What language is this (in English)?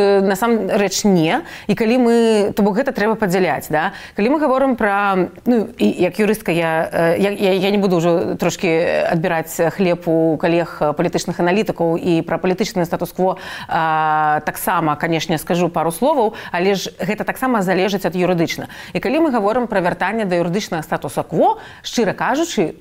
Belarusian